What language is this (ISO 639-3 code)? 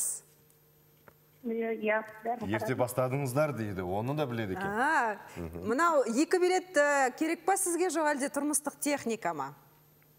kaz